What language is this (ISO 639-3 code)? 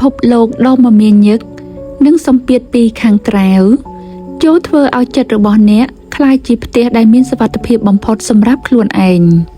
khm